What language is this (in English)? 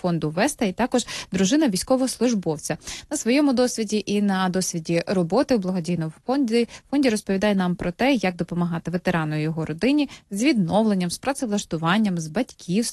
Ukrainian